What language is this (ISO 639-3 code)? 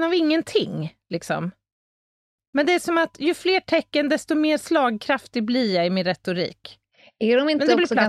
swe